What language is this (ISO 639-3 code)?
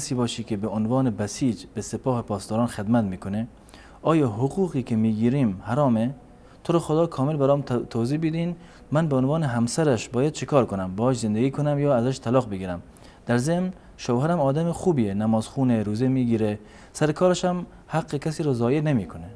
fas